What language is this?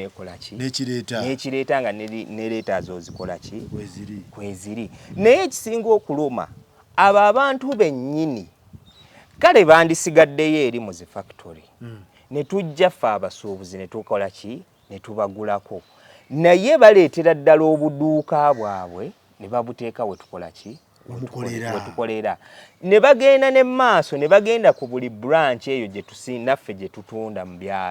Ganda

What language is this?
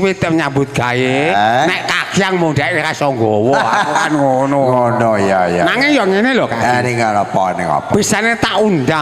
Javanese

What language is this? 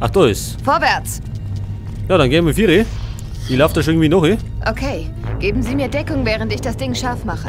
Bavarian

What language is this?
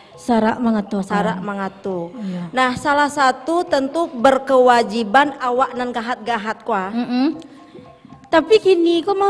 Minangkabau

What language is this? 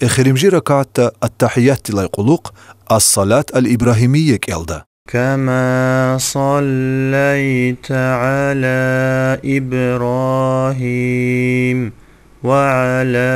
Lezghian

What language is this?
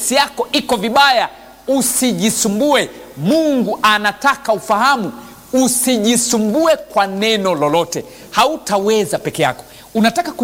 Swahili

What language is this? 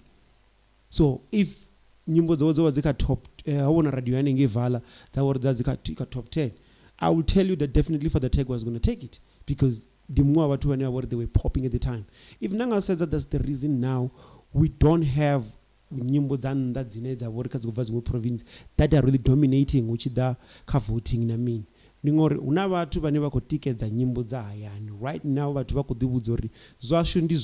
Venda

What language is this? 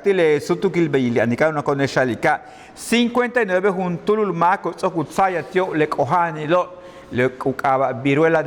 Yucateco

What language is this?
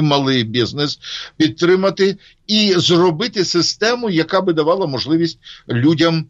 Ukrainian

